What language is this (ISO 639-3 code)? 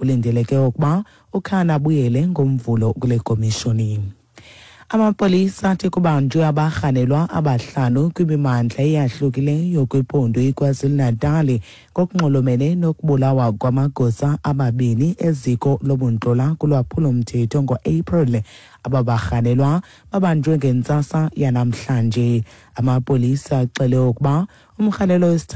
xho